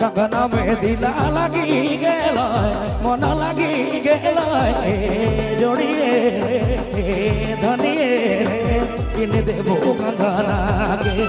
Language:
Sadri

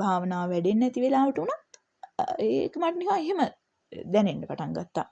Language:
Sinhala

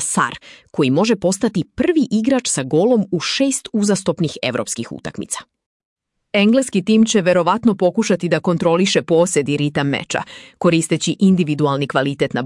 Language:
Serbian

